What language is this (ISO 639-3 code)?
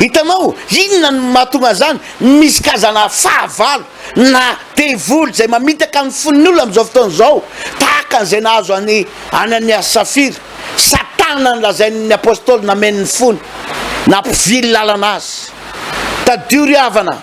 mlg